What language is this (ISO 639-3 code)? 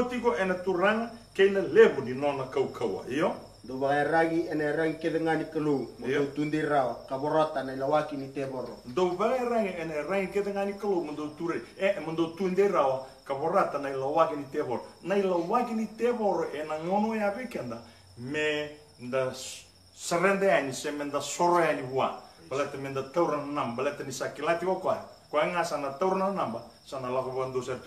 fij